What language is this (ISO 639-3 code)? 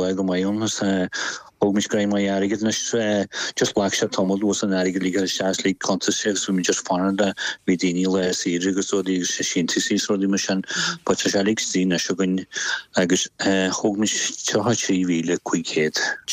gle